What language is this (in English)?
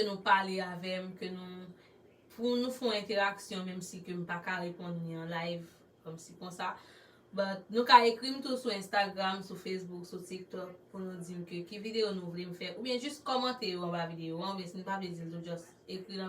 Haitian Creole